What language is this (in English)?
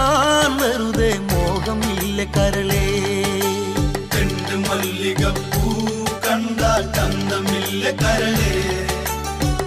Malayalam